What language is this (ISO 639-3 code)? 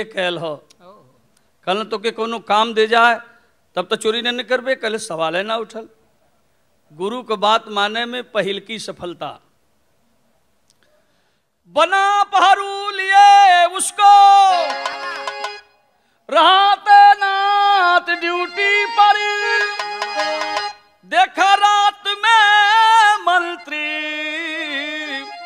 bho